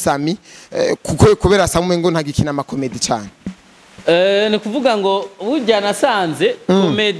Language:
Rundi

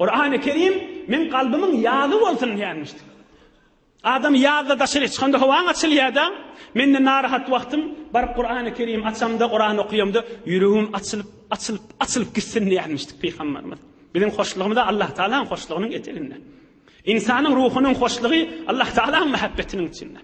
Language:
Turkmen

